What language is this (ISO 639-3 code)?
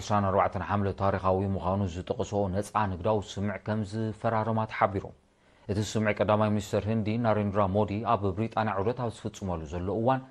tir